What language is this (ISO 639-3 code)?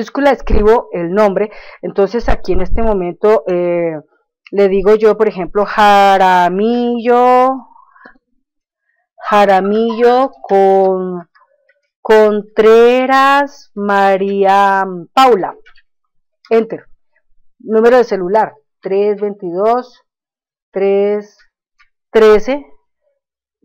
spa